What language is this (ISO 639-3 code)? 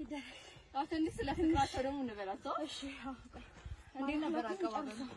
amh